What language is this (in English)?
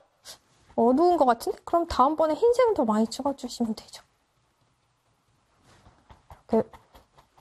Korean